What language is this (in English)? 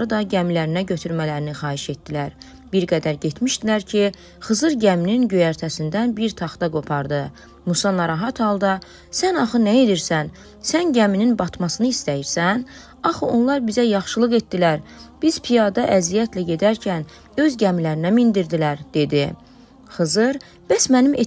Azerbaijani